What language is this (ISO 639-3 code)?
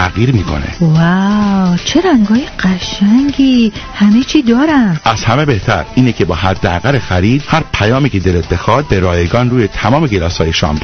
fas